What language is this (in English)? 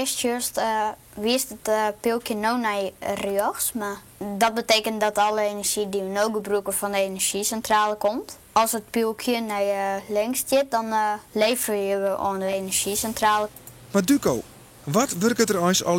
Western Frisian